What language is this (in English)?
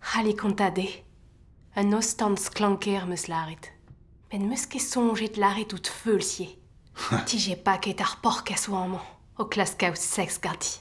Breton